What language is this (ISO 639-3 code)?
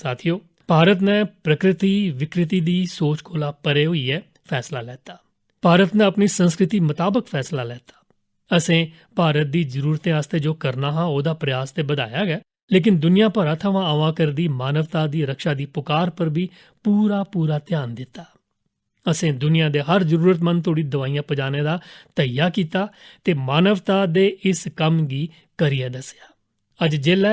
doi